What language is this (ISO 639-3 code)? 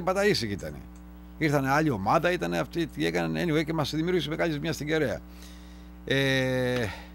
ell